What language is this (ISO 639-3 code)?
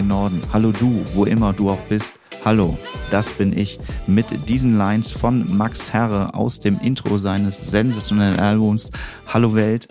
deu